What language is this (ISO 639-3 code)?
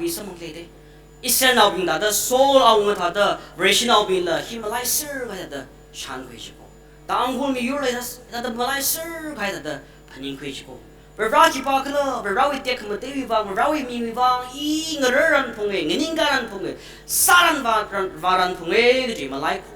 nmf